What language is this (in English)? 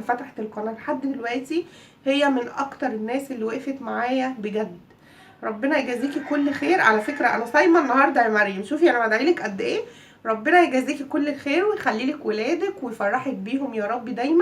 Egyptian Arabic